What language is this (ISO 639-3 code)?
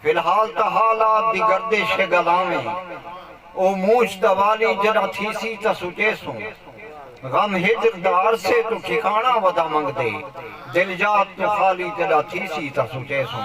skr